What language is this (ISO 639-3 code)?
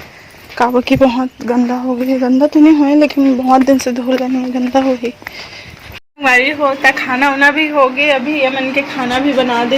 hne